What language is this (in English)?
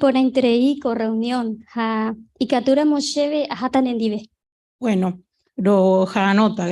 Guarani